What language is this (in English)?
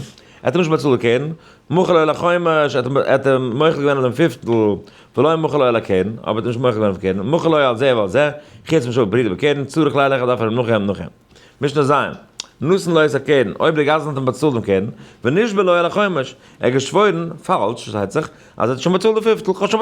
Yiddish